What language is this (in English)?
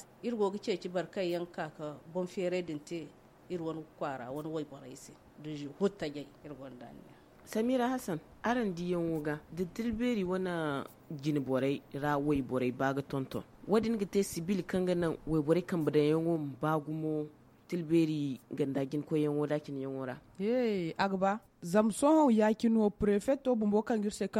Zarma